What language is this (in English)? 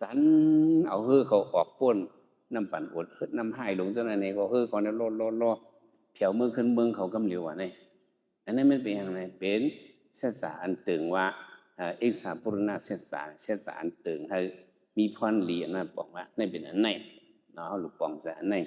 Shan